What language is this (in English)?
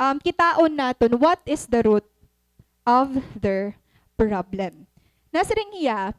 Waray